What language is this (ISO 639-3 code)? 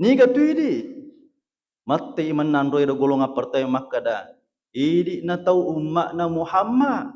bug